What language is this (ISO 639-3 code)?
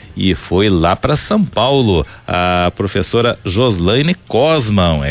por